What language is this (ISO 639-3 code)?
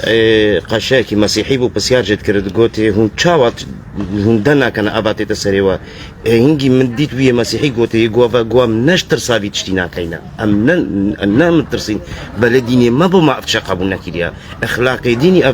kur